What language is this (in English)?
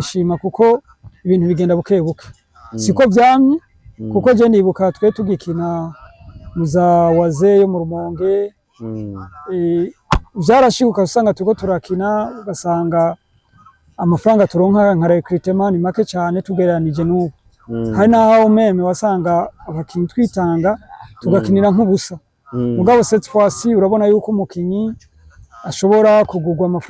Rundi